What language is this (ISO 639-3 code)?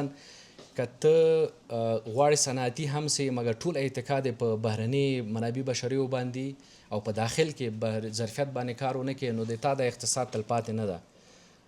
pus